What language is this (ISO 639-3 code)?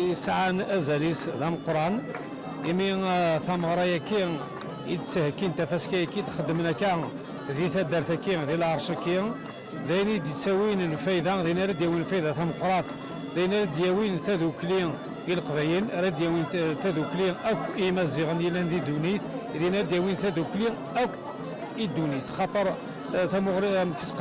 kab